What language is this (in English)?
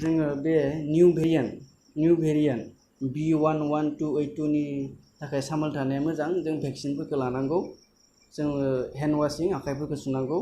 Bodo